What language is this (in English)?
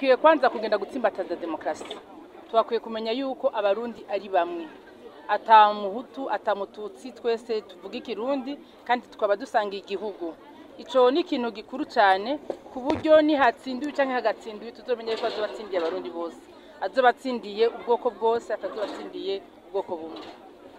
Rundi